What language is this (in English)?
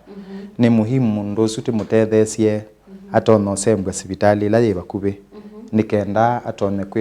Kamba